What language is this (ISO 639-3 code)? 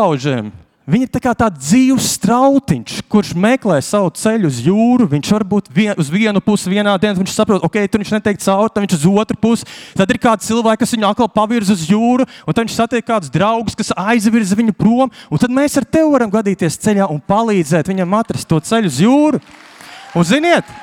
lav